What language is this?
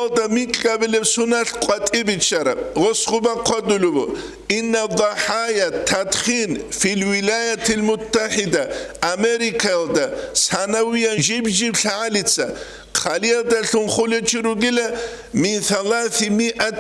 Avaric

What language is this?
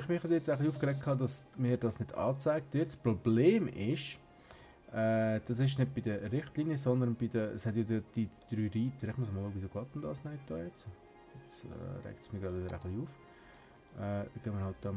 Swiss German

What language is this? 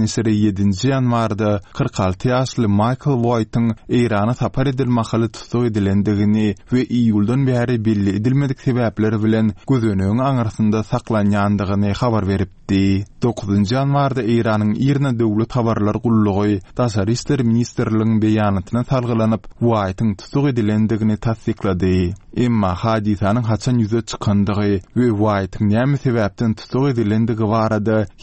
Turkmen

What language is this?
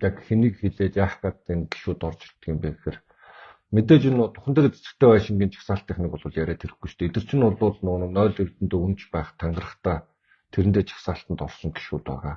Mongolian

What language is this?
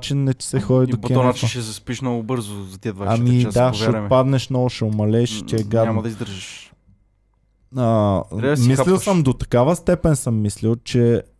Bulgarian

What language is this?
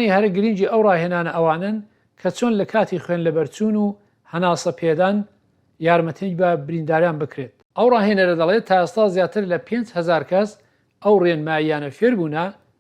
Central Kurdish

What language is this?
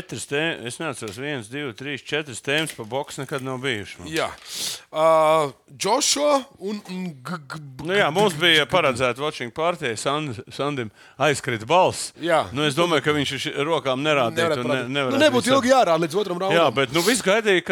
Latvian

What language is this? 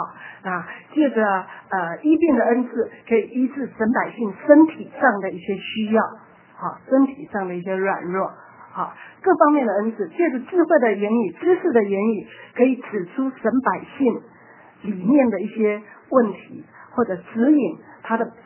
Chinese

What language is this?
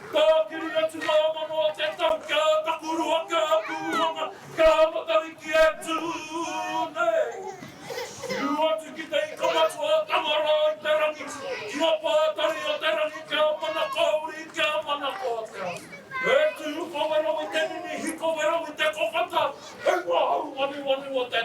Māori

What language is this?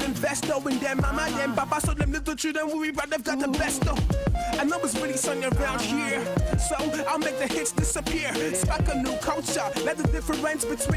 Nigerian Pidgin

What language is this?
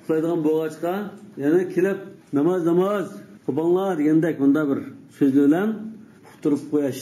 Uyghur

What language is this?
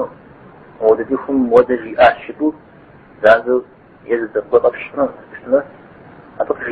Kabardian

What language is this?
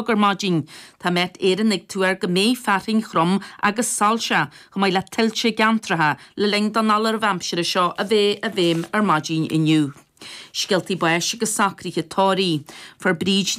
Irish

